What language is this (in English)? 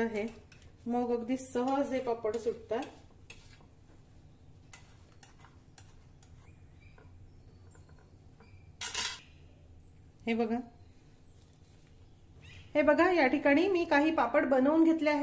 Marathi